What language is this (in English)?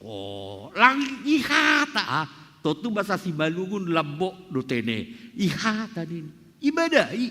Batak Simalungun